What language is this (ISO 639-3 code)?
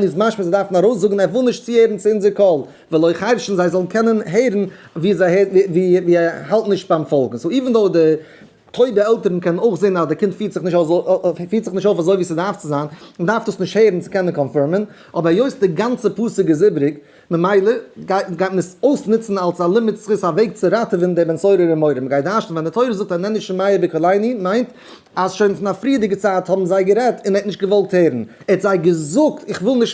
yid